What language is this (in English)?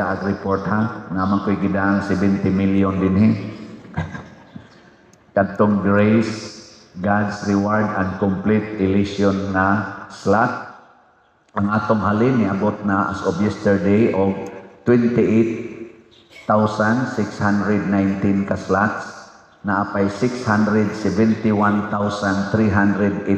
Cebuano